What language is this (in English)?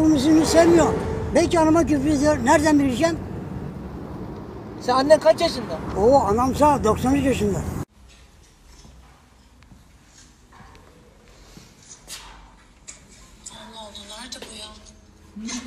Turkish